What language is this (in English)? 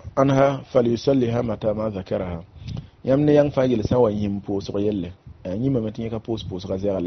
Mossi